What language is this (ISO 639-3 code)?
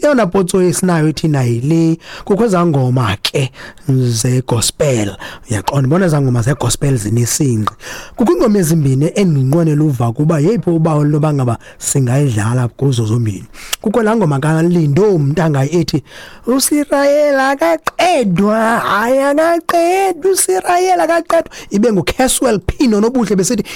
xho